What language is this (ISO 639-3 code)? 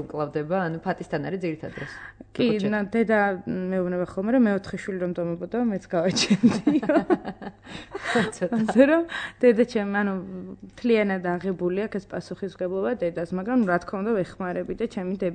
kat